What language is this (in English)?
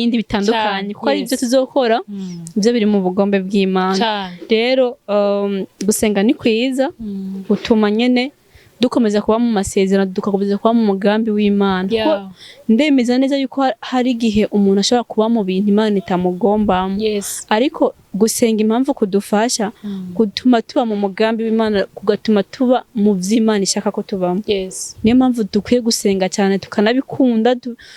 Rundi